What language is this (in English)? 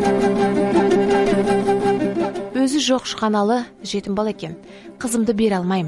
Kazakh